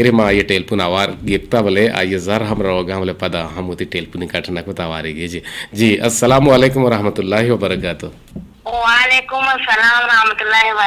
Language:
Eastern Balochi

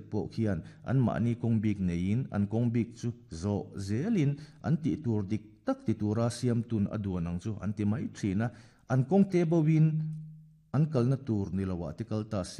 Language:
Mizo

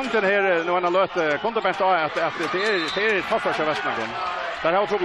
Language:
Faroese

